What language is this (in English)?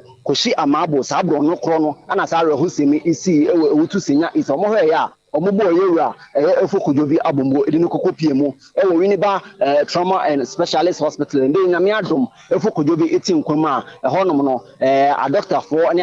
Akan